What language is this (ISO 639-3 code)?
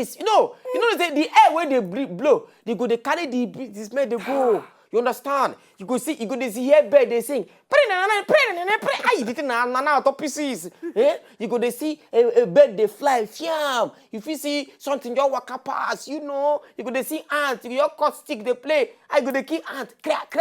pcm